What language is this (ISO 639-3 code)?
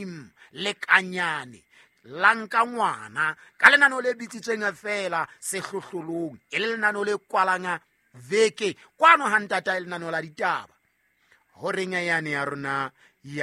sot